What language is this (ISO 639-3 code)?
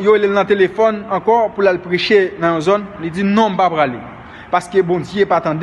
hat